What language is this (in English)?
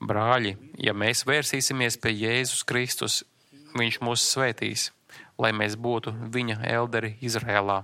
Latvian